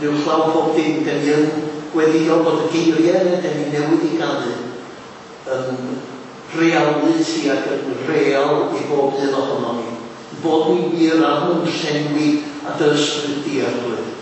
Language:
Welsh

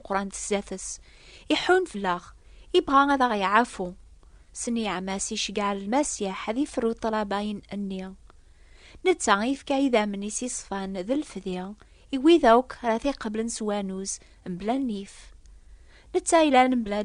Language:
Kabyle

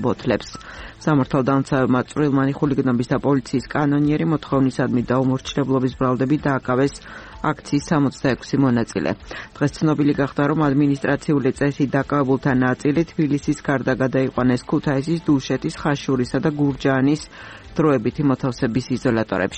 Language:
Georgian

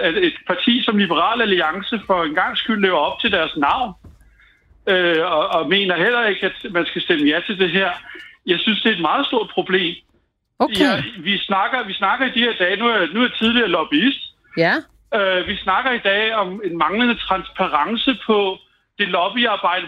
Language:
Danish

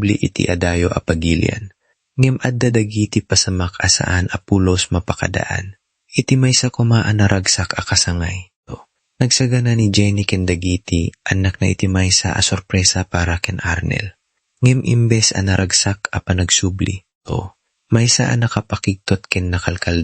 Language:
Iloko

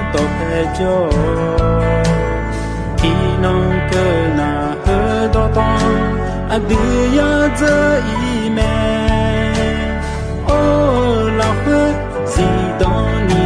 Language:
Akha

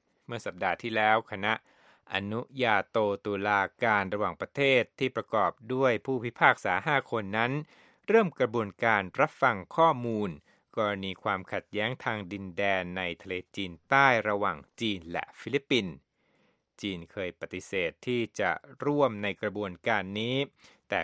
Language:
Thai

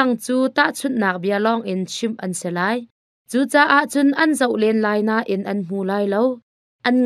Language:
Hakha Chin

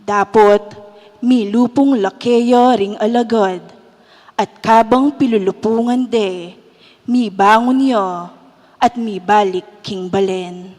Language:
Pampanga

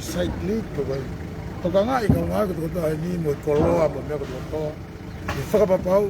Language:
Tongan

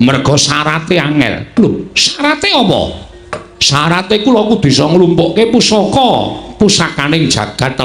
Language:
Javanese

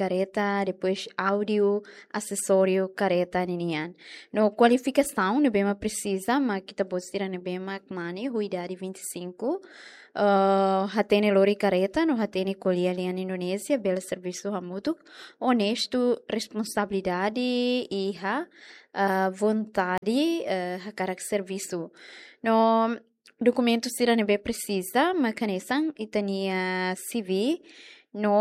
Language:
Tetum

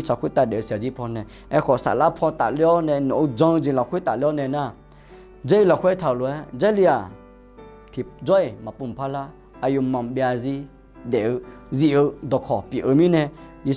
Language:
Akha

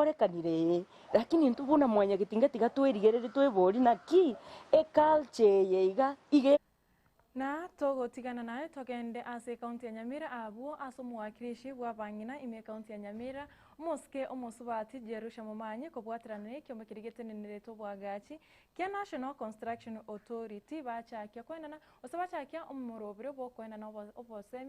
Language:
Gusii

